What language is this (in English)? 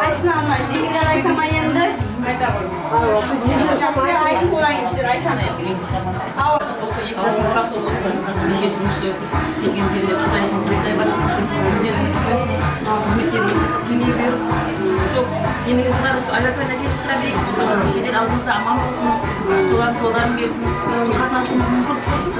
Kara-Kalpak